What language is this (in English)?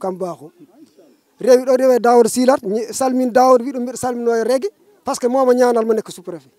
Fula